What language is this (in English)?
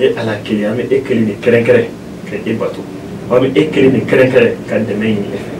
Bambara